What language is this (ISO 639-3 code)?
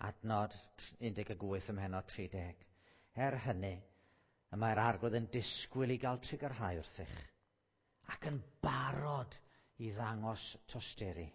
cym